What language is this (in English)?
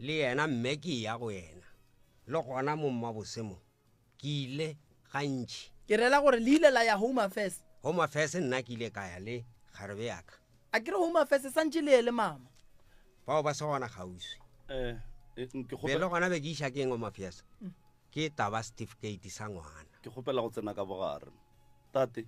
Northern Sotho